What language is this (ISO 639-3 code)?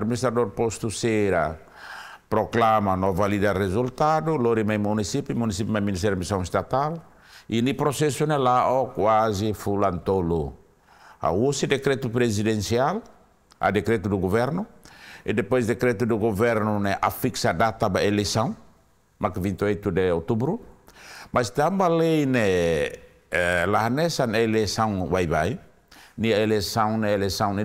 tet